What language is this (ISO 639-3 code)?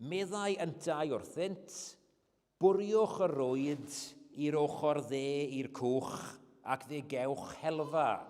cym